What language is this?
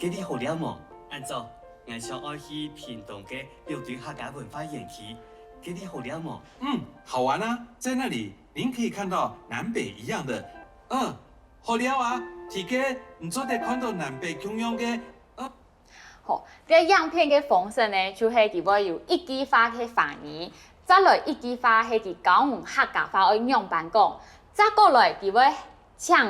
Hakka Chinese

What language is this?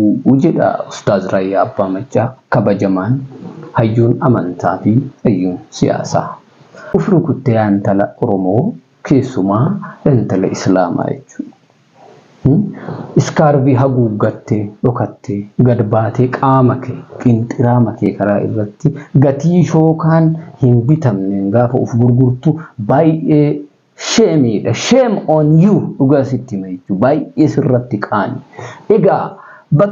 Oromo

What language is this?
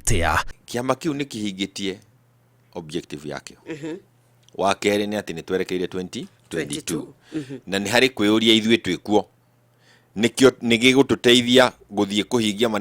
Kikuyu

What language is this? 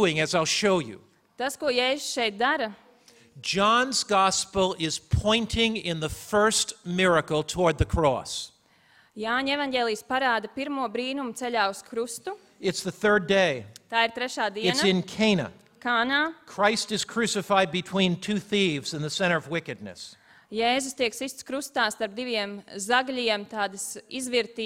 Latvian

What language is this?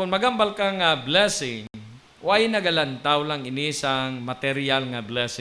Hiligaynon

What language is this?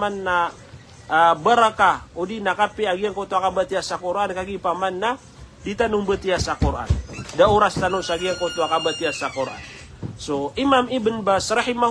Maranao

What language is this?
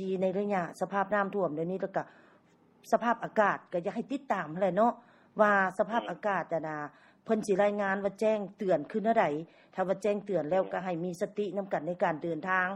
Lao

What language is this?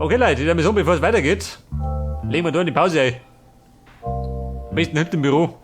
Bavarian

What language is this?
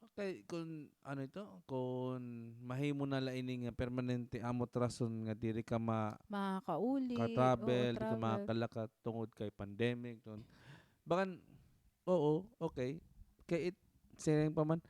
Waray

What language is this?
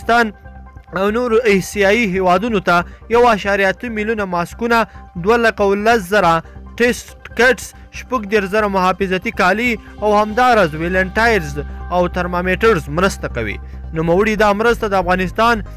Pashto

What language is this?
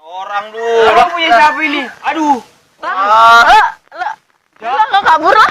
Betawi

